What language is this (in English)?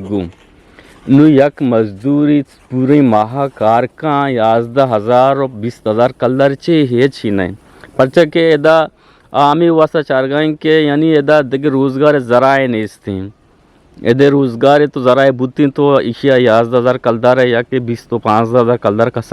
Eastern Balochi